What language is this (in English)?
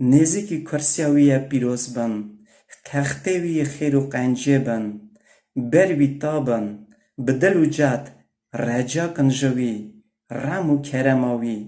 Kurdish